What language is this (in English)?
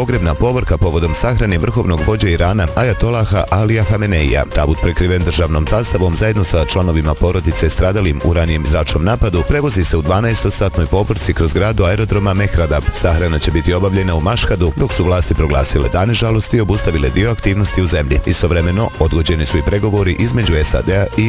Bosnian